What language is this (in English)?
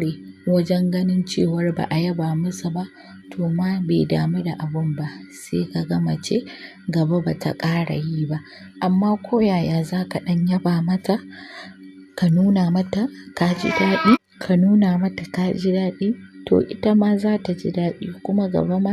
Hausa